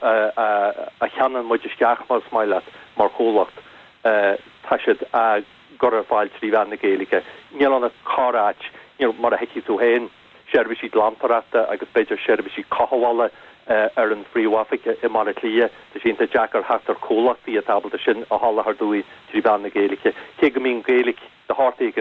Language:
Irish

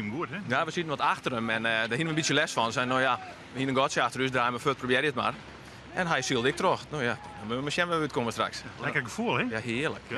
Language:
Western Frisian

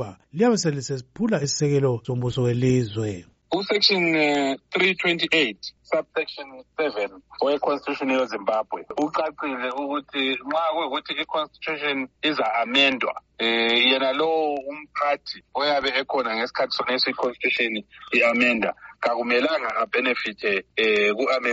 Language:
North Ndebele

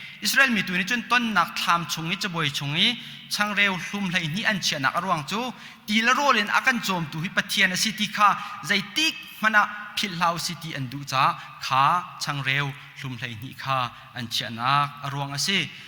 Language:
Hakha Chin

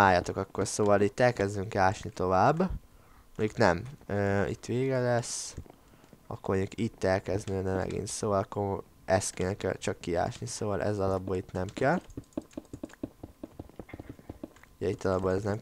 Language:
Hungarian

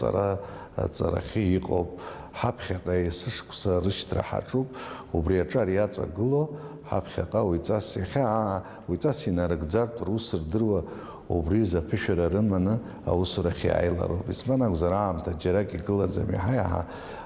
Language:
Abkhazian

